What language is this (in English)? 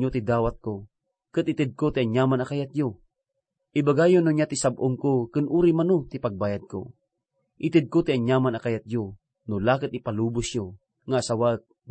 Iloko